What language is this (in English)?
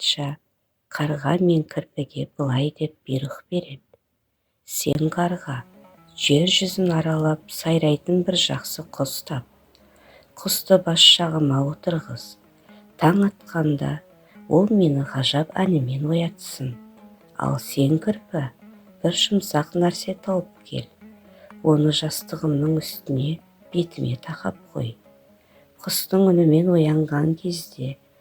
Kazakh